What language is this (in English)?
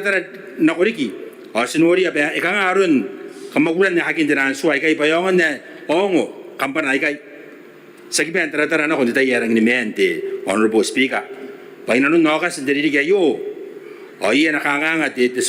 Gilbertese